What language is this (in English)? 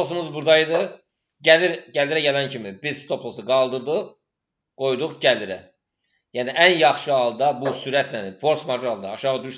Azerbaijani